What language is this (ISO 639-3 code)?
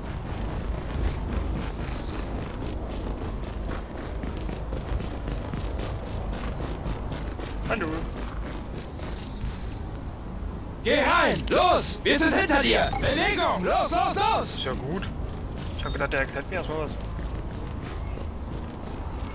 deu